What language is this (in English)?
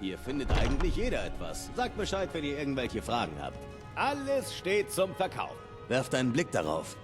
Bavarian